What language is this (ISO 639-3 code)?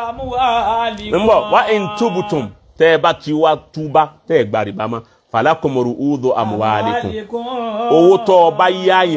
yor